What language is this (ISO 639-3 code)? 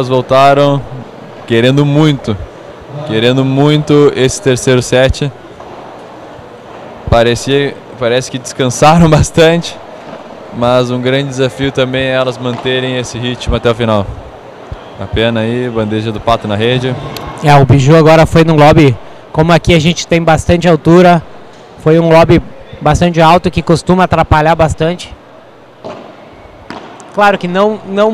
por